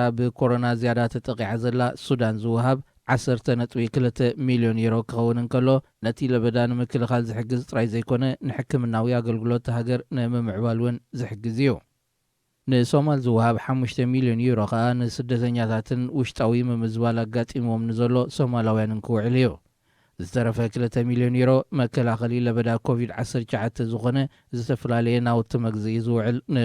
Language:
Tigrinya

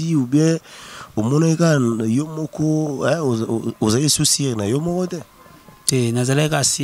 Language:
Lingala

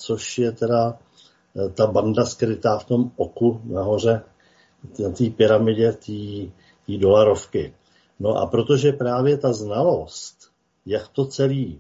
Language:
Czech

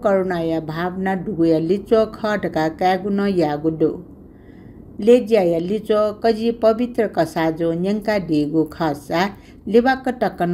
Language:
Newari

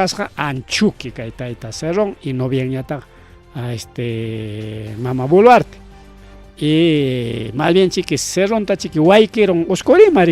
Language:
Ayacucho Quechua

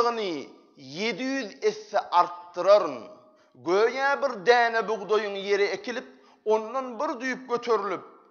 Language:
Turkmen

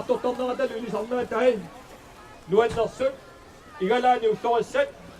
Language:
Kalaallisut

